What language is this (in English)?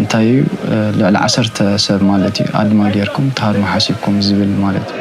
Tigrinya